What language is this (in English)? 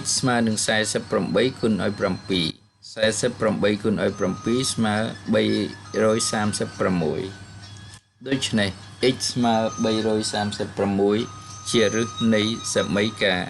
Khmer